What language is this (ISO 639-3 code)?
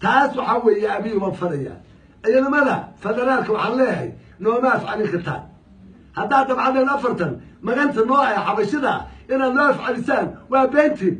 som